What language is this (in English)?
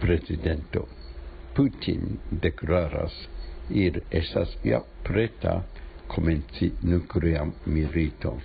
Esperanto